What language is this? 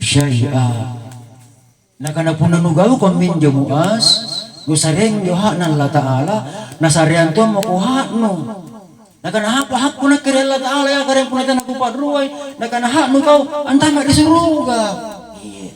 Makasar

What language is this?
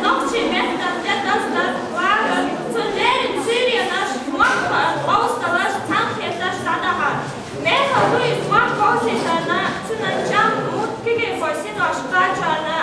Chechen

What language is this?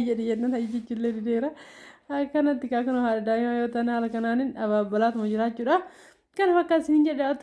Oromo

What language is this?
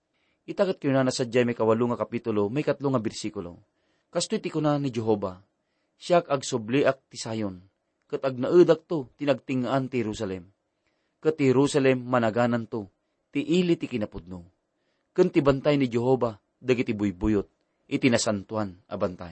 Iloko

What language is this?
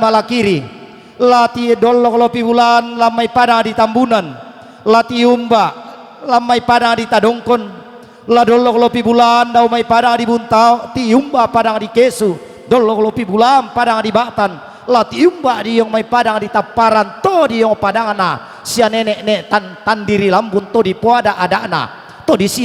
Toraja-Sa'dan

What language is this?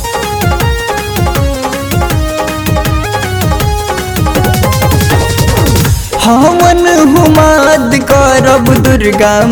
Bhojpuri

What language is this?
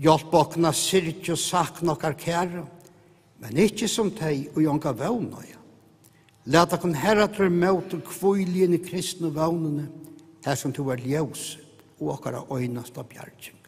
Faroese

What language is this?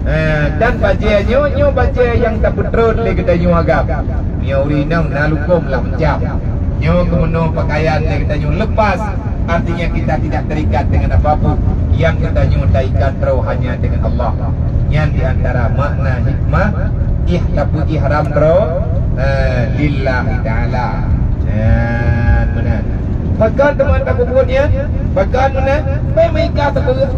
Achinese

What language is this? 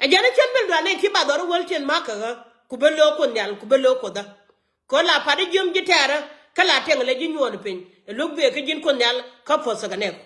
Nuer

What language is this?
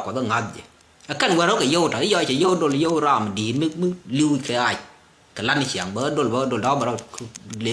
Nuer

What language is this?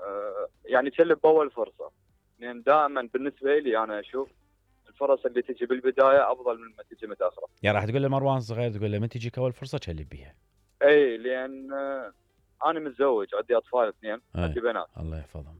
Mesopotamian Arabic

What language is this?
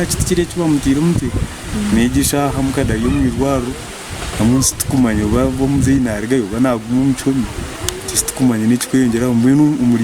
Nyankole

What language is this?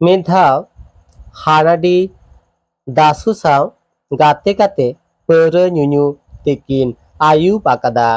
Santali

